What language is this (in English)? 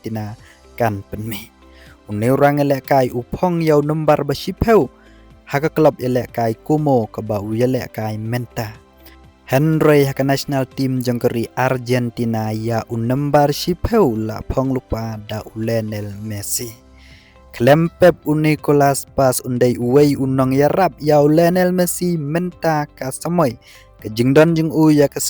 Khasi